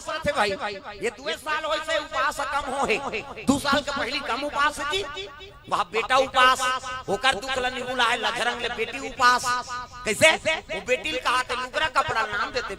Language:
Chhattisgarhi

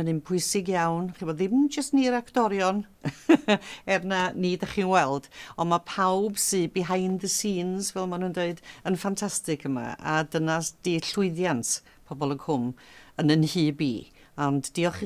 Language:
Welsh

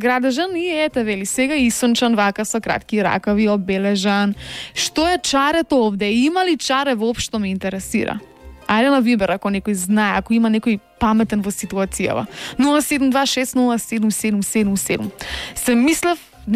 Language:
Macedonian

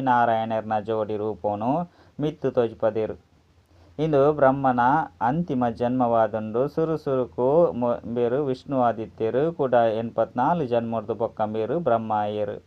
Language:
Tulu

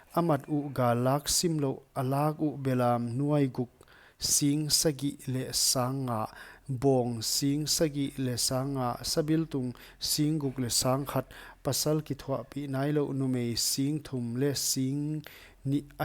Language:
Paite Chin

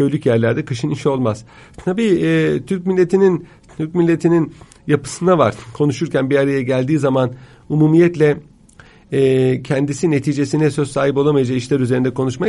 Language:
Turkish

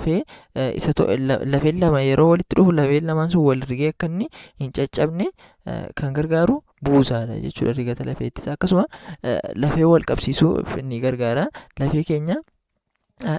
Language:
Oromo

